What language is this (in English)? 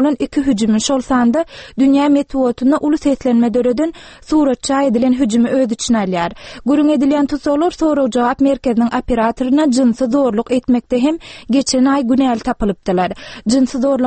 Turkmen